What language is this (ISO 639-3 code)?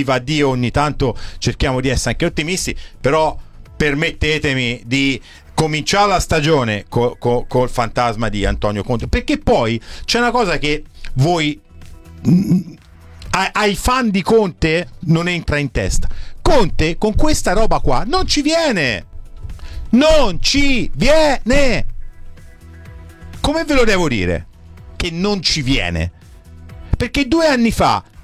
ita